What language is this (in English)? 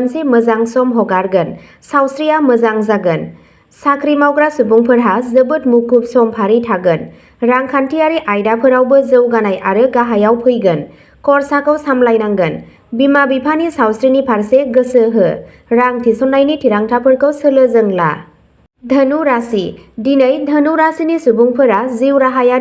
Bodo